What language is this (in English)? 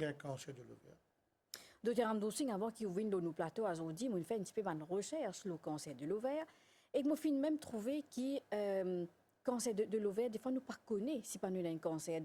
Morisyen